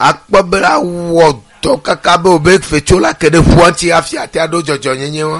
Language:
Ewe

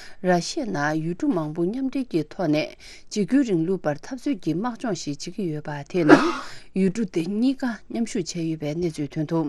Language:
Tibetan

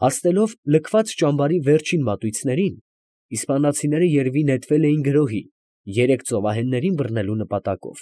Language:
Armenian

